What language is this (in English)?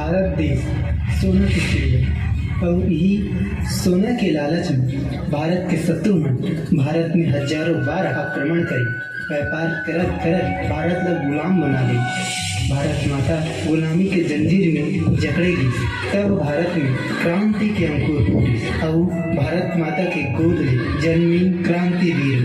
Chhattisgarhi